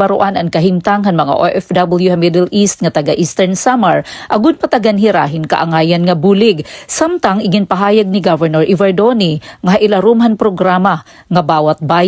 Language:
Waray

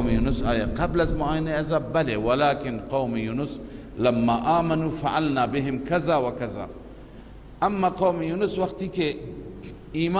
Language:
Persian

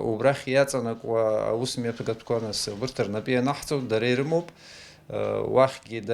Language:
Abkhazian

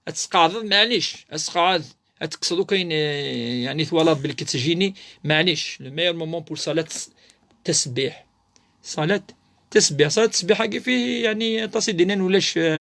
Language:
Kabyle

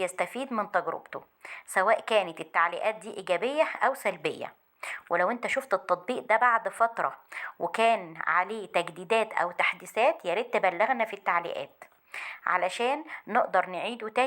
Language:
Egyptian Arabic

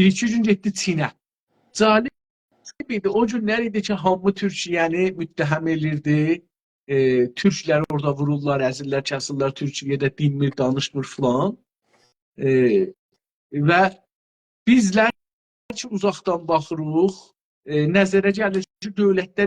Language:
South Azerbaijani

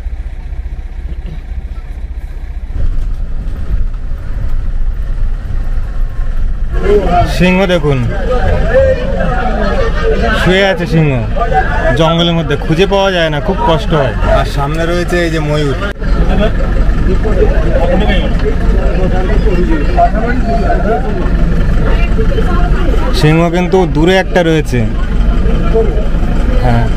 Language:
Bangla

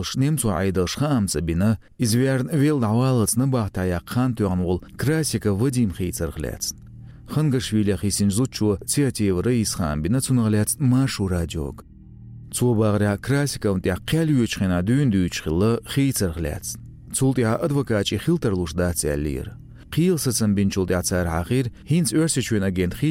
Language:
Chechen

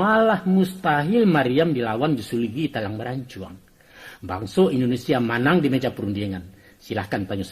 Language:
Minangkabau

